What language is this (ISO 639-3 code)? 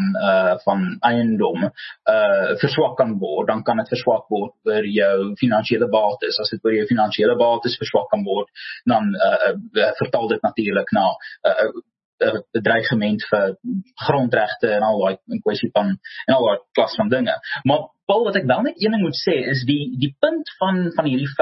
afr